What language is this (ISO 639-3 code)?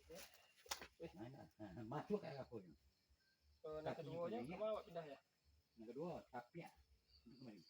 min